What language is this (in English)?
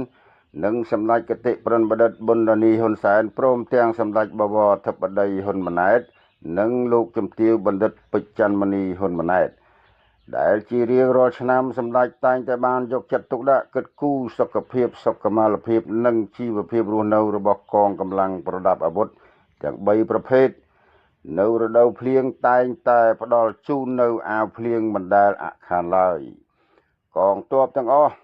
Khmer